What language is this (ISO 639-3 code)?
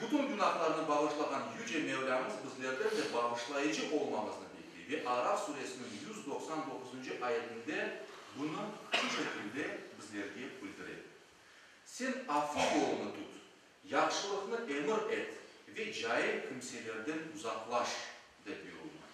crh